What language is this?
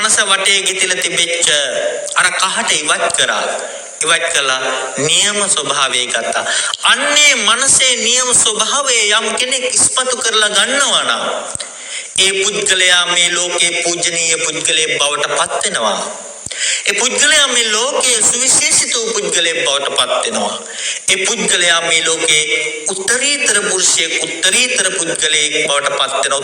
Sinhala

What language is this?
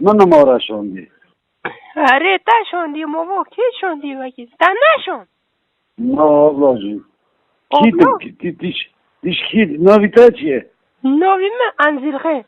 Kurdish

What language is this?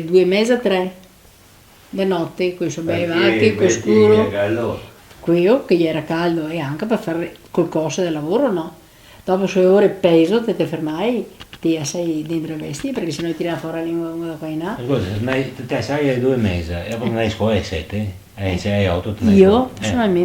Venetian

